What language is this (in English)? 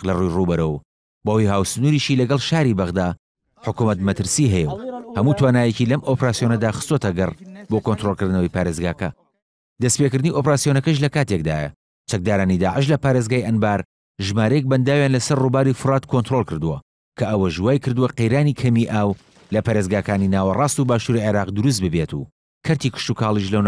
Central Kurdish